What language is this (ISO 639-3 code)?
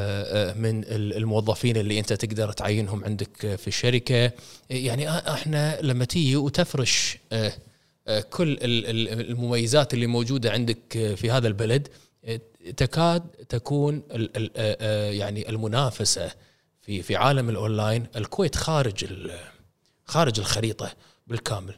afb